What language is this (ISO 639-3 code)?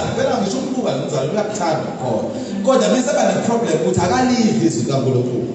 zul